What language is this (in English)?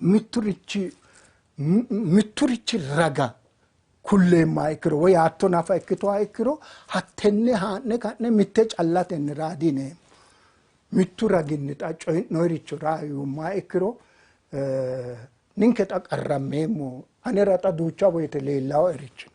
Sidamo